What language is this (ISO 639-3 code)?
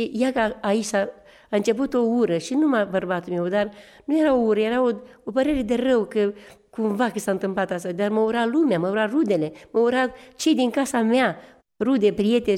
ron